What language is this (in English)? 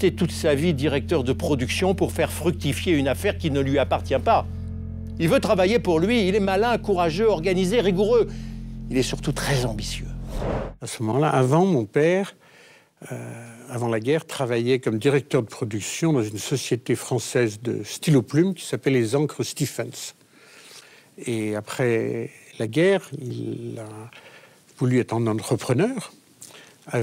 French